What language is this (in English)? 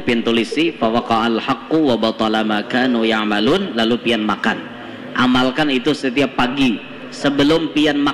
Banjar